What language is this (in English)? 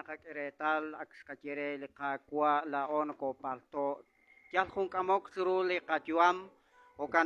Kekchí